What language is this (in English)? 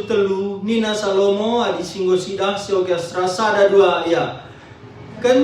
Batak Karo